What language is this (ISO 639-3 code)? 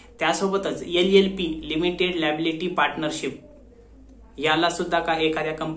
mar